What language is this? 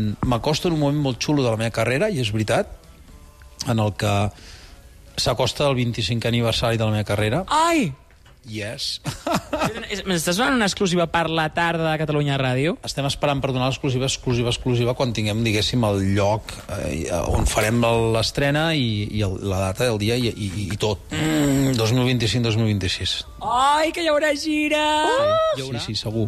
Catalan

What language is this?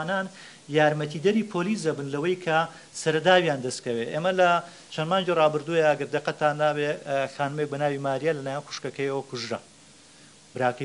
Central Kurdish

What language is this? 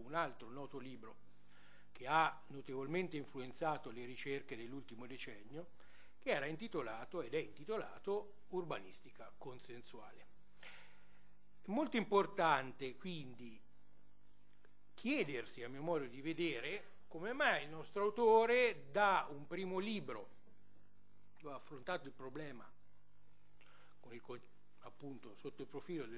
Italian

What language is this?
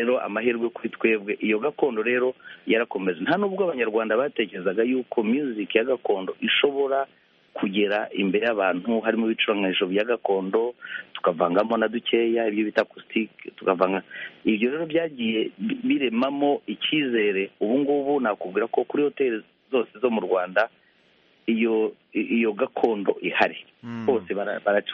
Kinyarwanda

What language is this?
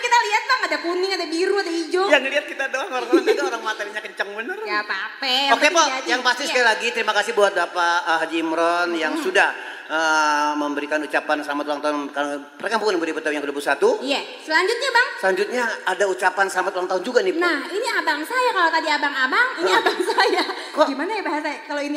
Betawi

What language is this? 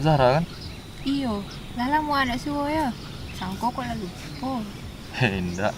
Minangkabau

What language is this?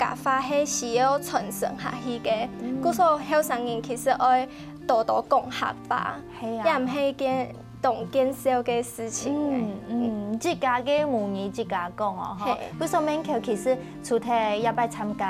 Hakka Chinese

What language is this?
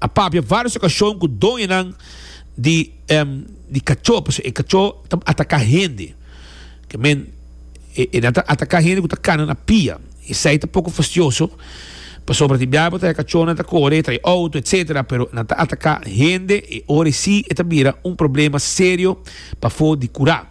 Papiamento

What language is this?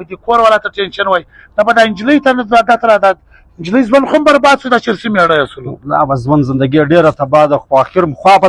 Pashto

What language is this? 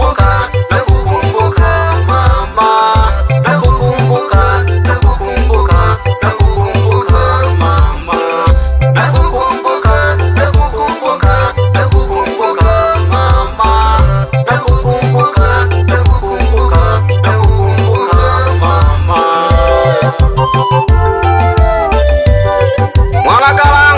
Swahili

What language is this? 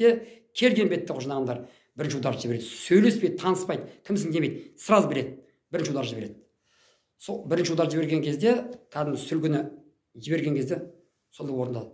Kazakh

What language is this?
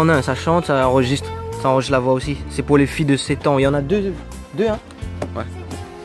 French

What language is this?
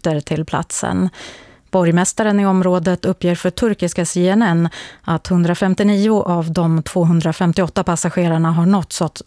Swedish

